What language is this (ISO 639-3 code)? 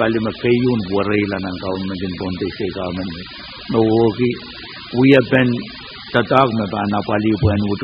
pon